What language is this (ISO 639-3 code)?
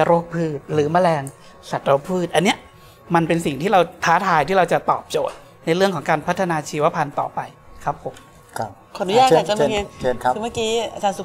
tha